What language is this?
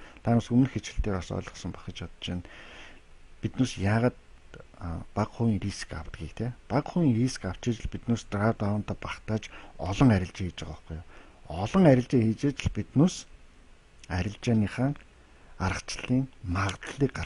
Mongolian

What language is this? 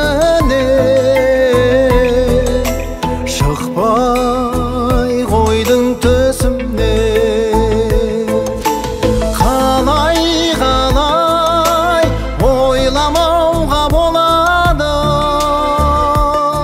Kazakh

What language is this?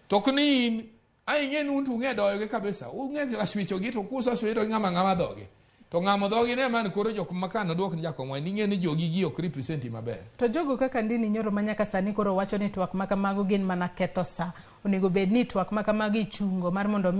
Luo (Kenya and Tanzania)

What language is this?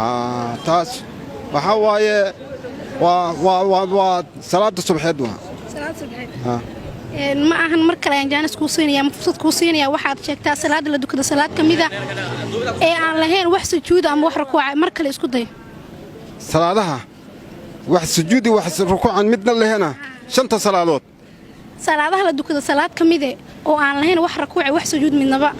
Somali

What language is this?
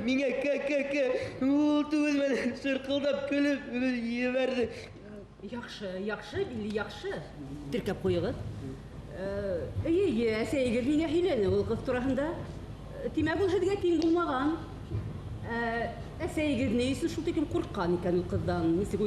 Bashkir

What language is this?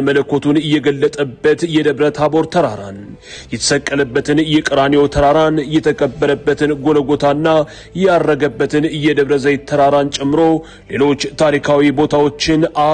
Amharic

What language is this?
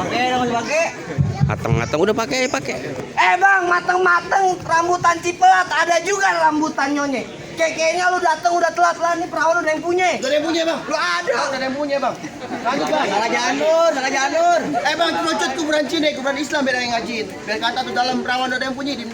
Betawi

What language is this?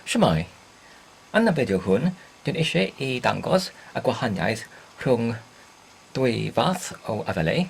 Welsh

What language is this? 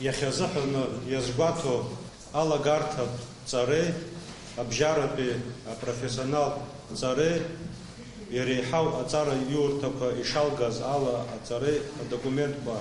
Abkhazian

